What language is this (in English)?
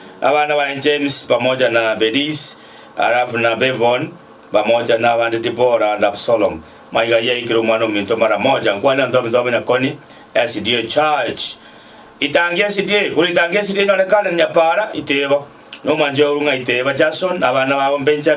Gusii